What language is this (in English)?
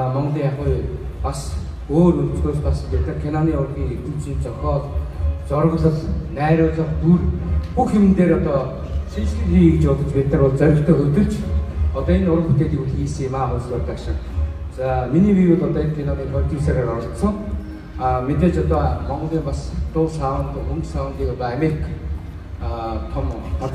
Mongolian